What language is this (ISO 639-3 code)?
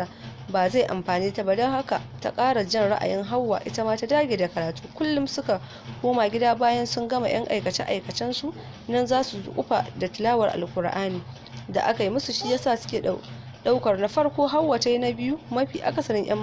hau